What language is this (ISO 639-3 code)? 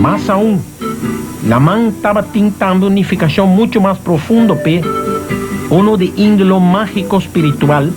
pap